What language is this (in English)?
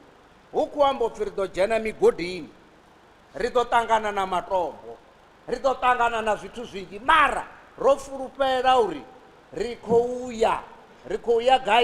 Venda